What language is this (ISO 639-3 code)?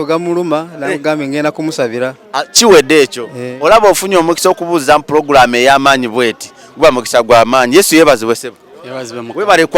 lug